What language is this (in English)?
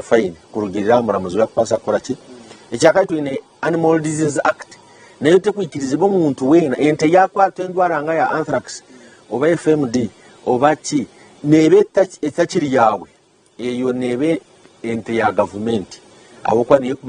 Nyankole